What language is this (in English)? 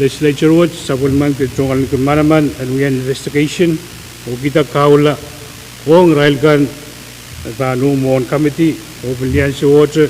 Pohnpeian